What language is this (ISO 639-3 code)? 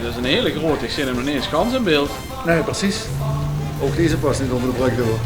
lim